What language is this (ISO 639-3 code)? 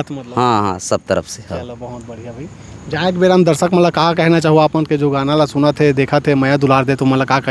hne